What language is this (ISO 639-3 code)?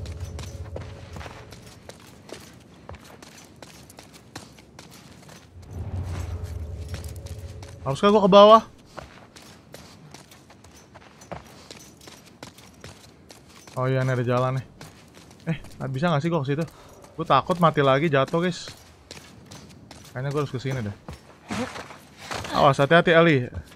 ind